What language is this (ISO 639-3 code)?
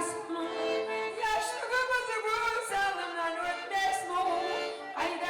kum